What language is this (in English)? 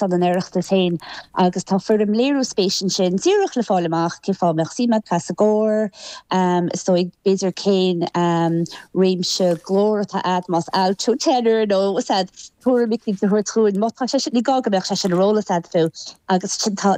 Irish